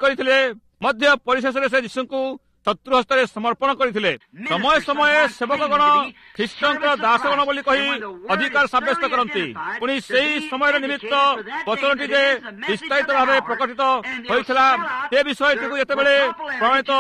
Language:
Odia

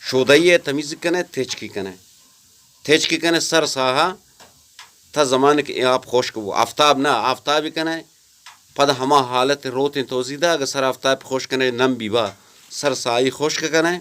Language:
Eastern Balochi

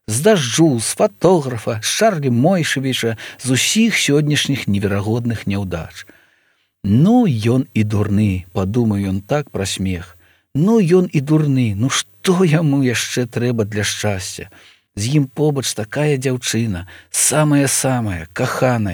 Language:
Belarusian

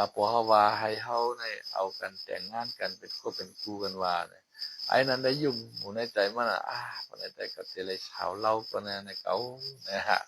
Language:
Shan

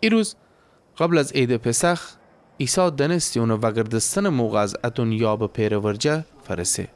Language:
Gilaki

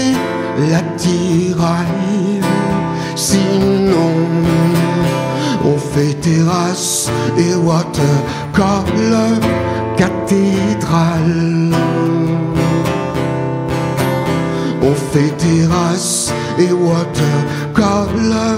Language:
French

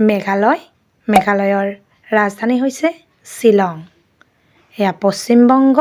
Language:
Assamese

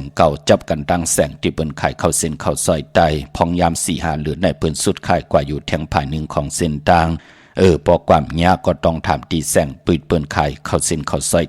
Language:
Shan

